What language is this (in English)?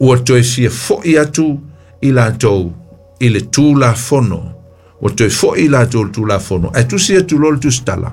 Samoan